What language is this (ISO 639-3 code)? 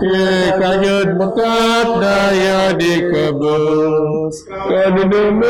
bth